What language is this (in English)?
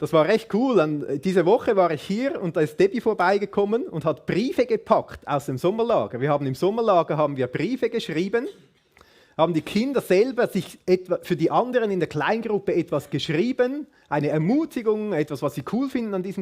Swiss German